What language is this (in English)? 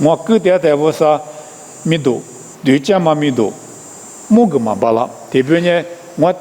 Lisu